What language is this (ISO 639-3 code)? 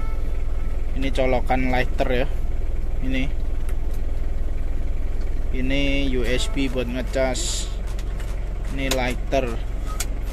ind